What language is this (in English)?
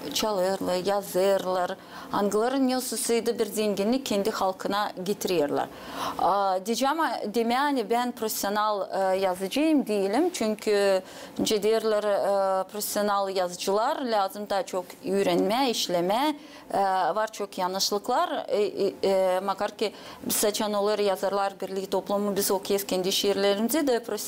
Gagauz